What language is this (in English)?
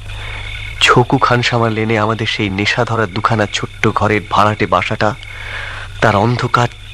Bangla